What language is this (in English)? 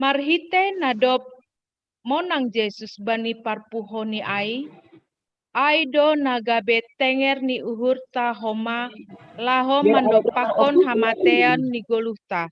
Batak Simalungun